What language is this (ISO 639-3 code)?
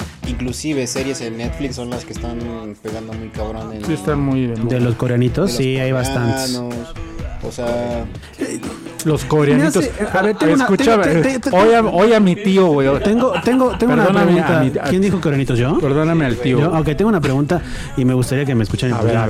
spa